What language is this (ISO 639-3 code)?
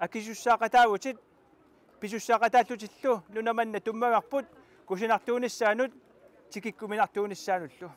kal